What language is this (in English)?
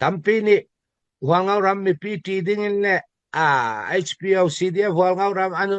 Falam Chin